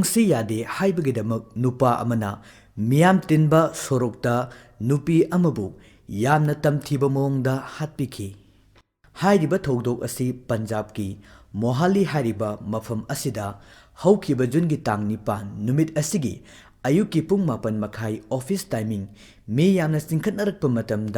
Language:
Manipuri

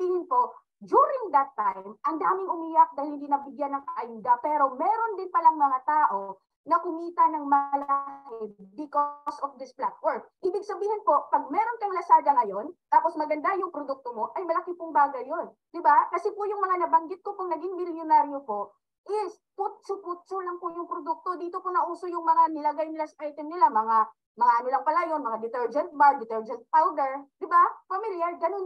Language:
Filipino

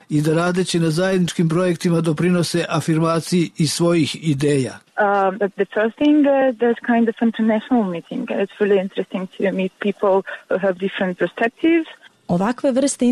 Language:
Serbian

